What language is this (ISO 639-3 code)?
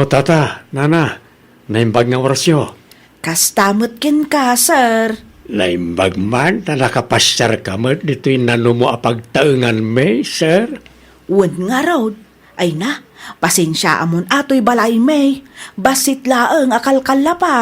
ilo